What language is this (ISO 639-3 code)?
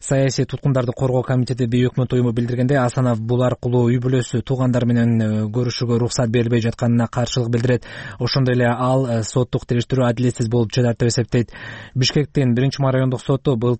kir